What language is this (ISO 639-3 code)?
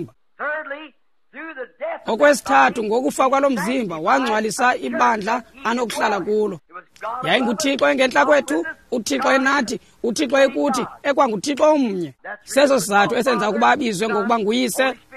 xho